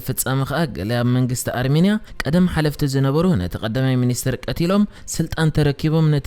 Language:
Tigrinya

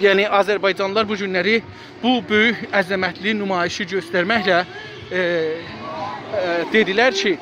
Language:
South Azerbaijani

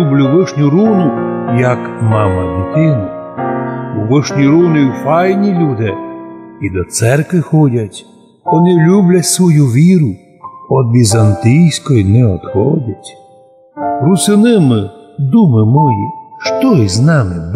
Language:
Rusyn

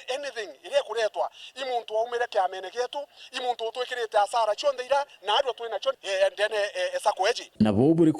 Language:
Meru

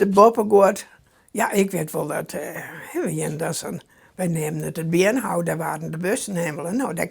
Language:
Western Frisian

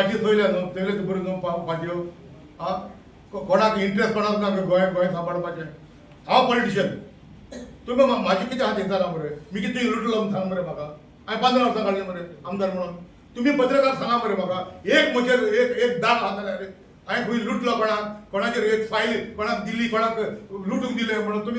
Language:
Konkani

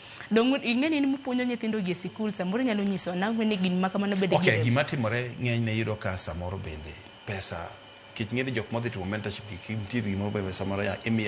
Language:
Luo (Kenya and Tanzania)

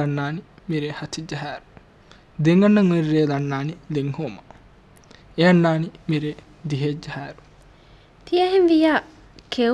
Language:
Divehi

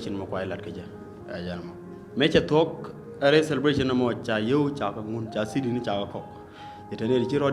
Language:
Nuer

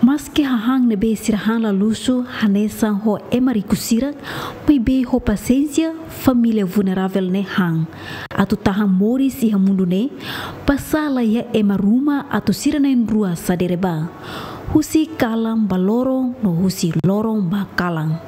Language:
Tetum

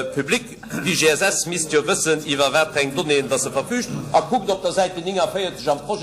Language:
Luxembourgish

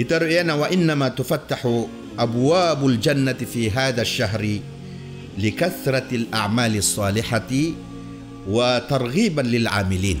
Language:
Maranao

